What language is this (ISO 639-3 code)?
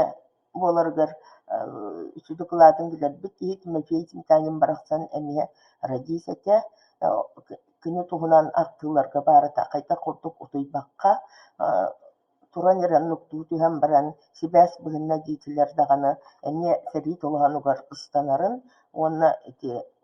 sah